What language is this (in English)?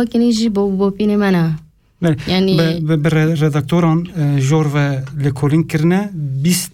Kurdish